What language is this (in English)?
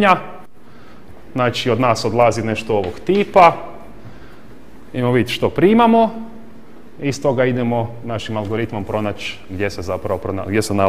Croatian